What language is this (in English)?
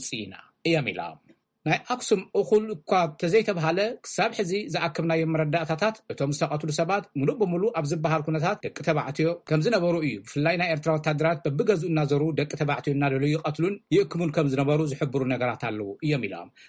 Tigrinya